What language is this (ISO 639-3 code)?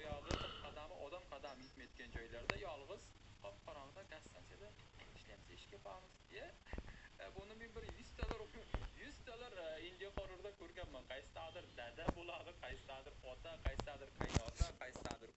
uzb